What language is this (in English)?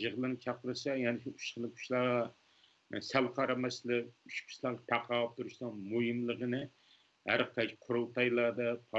Uyghur